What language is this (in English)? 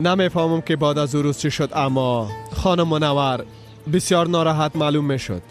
Persian